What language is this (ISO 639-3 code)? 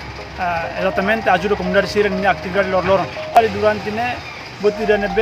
tet